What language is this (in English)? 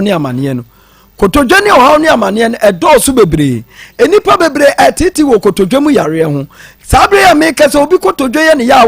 Akan